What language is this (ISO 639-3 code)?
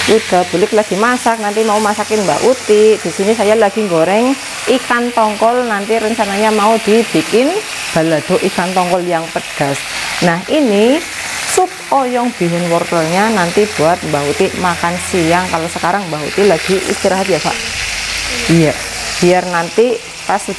ind